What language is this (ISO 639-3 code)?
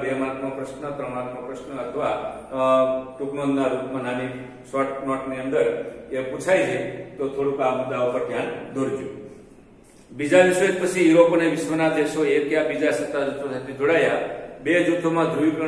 guj